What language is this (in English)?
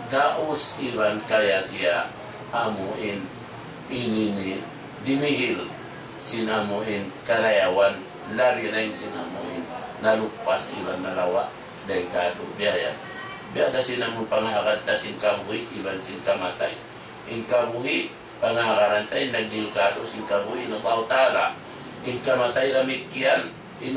Tausug